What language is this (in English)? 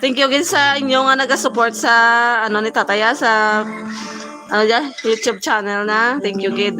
Hiligaynon